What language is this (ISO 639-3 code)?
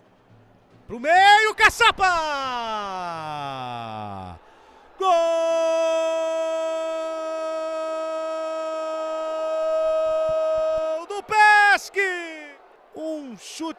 por